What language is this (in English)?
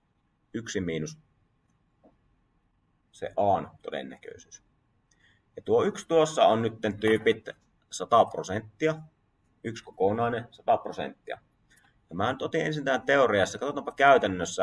Finnish